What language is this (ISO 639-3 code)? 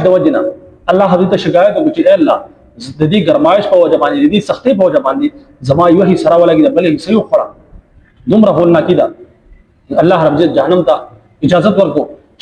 pus